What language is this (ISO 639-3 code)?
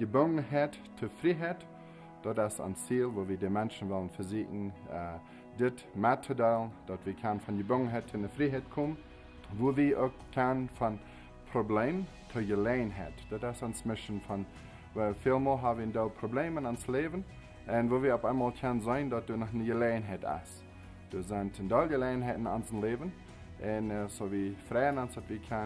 pdt